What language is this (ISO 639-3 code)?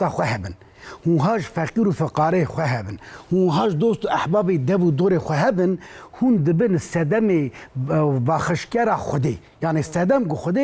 kur